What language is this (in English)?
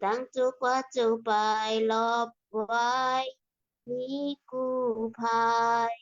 Shan